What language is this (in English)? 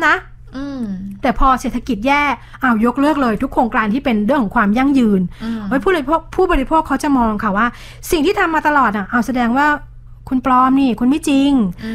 Thai